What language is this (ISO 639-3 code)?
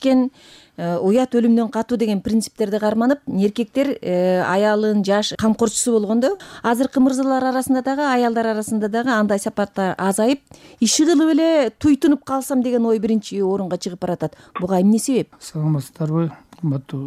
kir